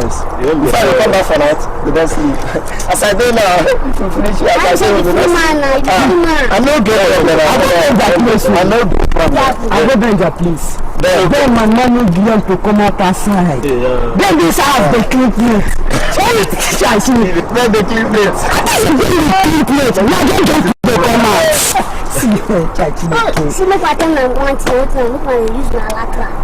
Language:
Nigerian Pidgin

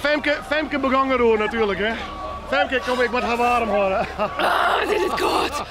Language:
Western Frisian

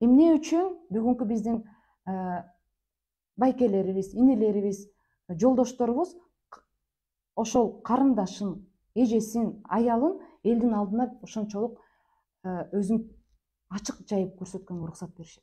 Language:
Kyrgyz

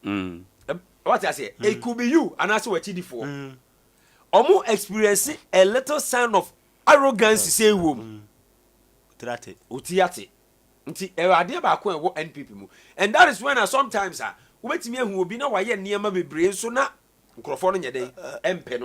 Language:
Akan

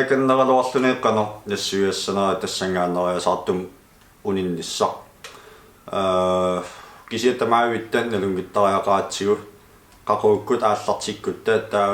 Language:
Kalaallisut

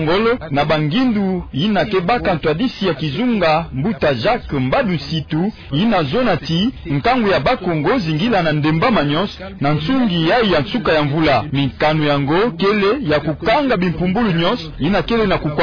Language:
Kituba (Democratic Republic of Congo)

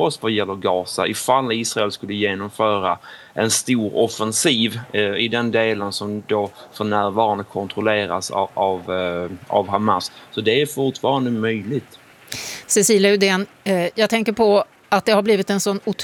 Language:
Swedish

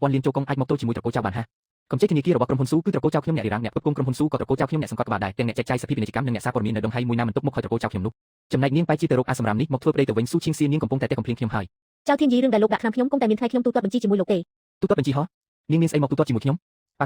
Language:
Khmer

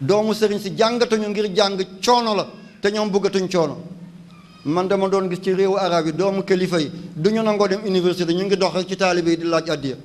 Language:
Wolof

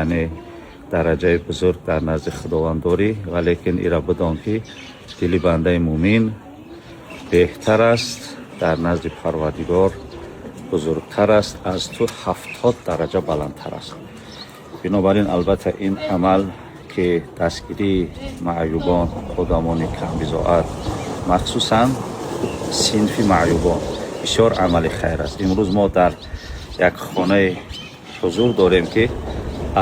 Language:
Tajik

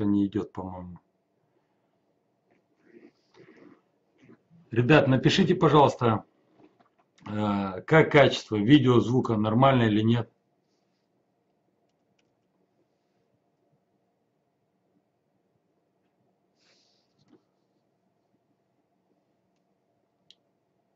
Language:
Russian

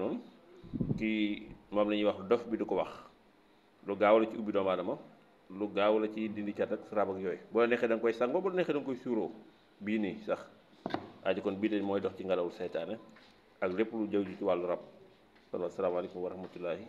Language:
Wolof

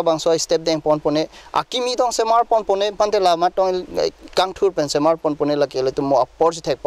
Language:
Karbi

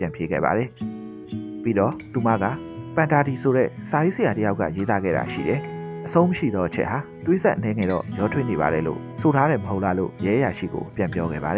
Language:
Burmese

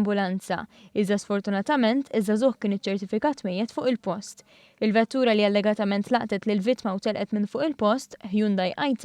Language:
Maltese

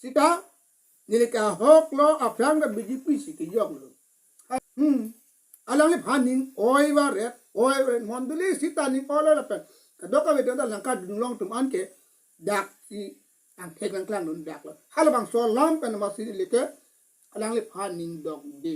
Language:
Karbi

